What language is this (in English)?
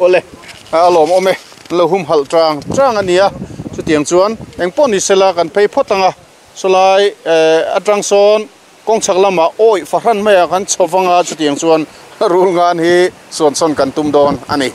Mizo